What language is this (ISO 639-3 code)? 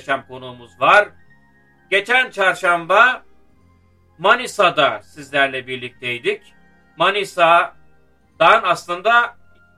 tur